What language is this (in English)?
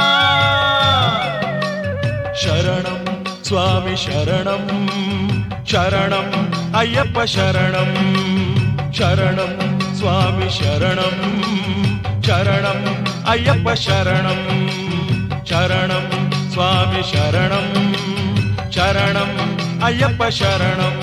Kannada